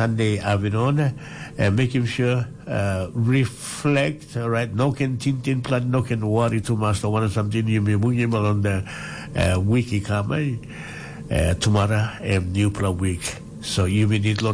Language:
Tok Pisin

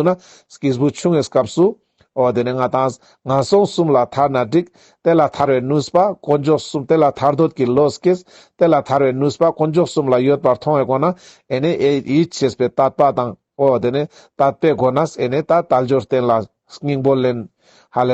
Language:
Ladakhi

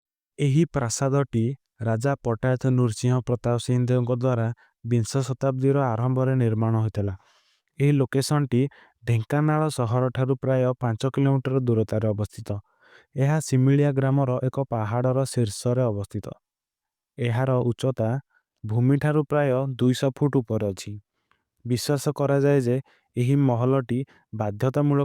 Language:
Odia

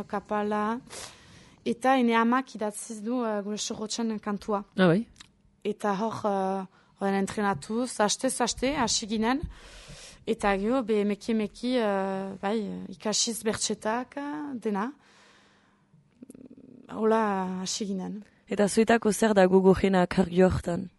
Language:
Basque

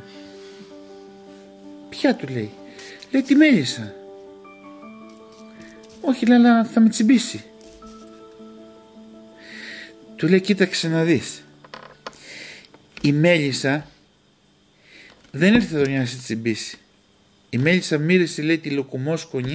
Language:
Greek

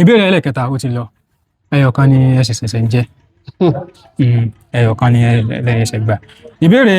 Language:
Yoruba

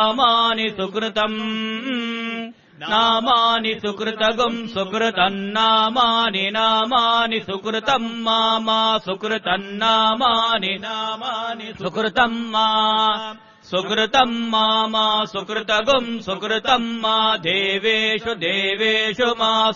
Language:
Sanskrit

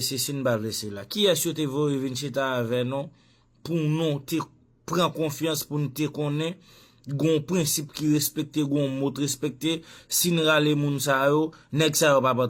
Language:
Haitian Creole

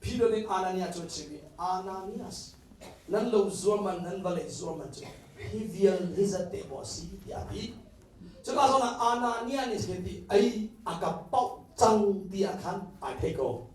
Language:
Hakha Chin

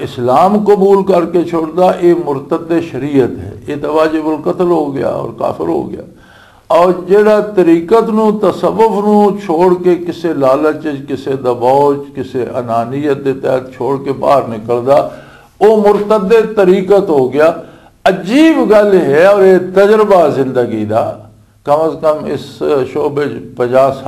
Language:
Western Panjabi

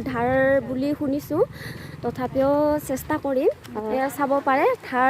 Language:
Assamese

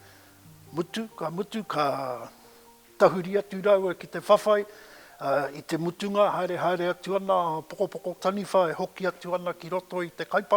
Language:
Māori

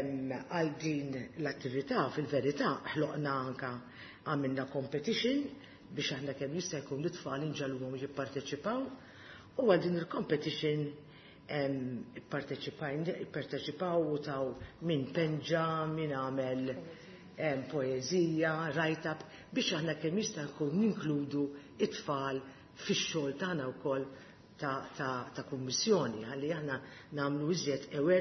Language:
Maltese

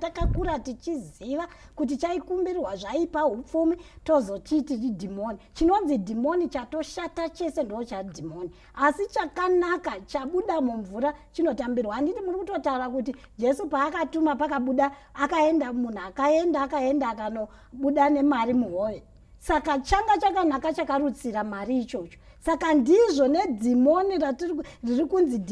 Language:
Shona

